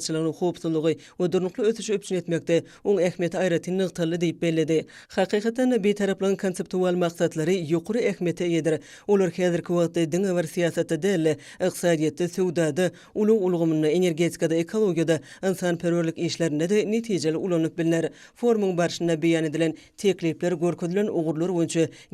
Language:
Turkmen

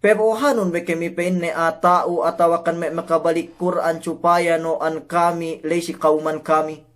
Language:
Yakan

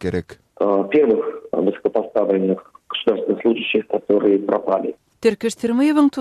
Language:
Turkmen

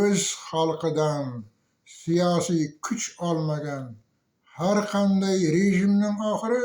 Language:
Uzbek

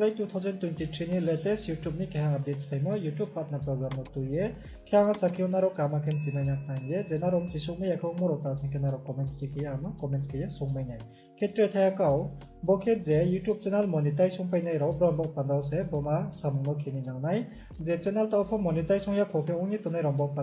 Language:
Riang (India)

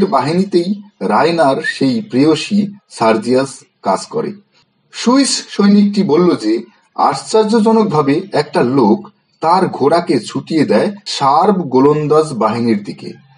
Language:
Bangla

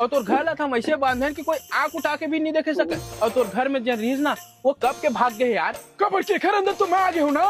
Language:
Chhattisgarhi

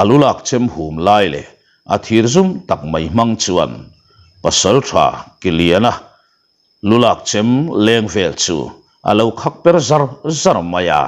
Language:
Mizo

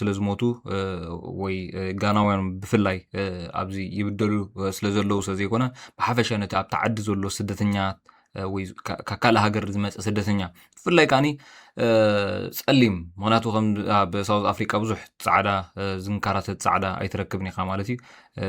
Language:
Tigrinya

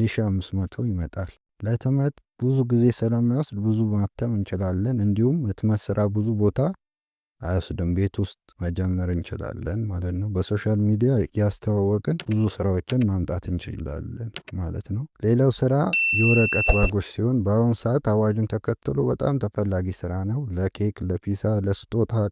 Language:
Amharic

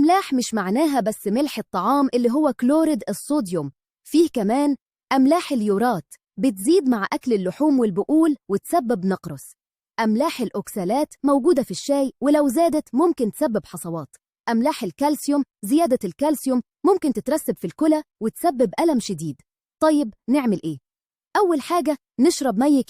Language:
Egyptian Arabic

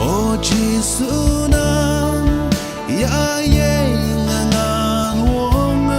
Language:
Naga Pidgin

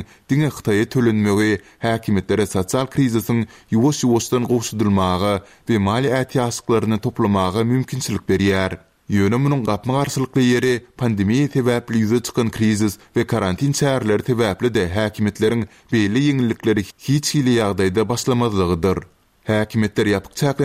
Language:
Turkmen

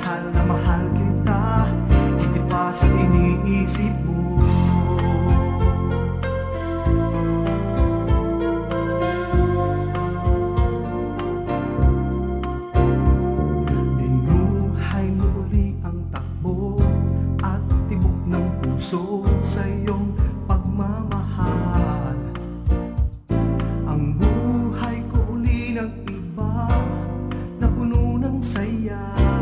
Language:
Filipino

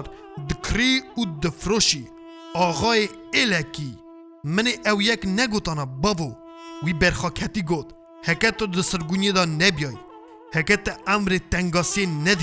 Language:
Kurdish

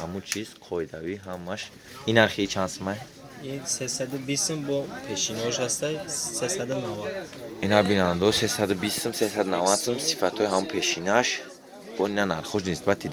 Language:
Tajik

